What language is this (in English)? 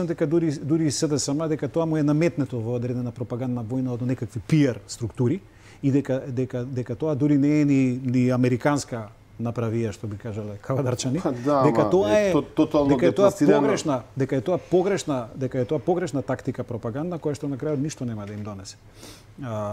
Macedonian